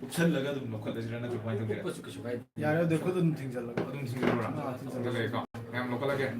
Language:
Manipuri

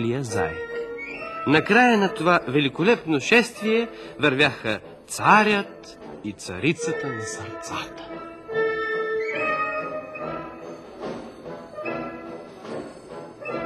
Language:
Bulgarian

